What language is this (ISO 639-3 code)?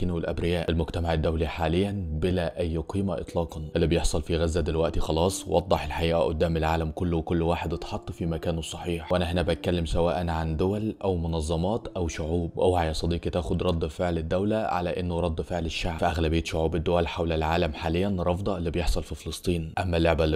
arz